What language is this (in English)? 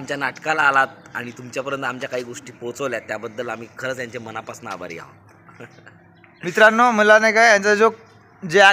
Marathi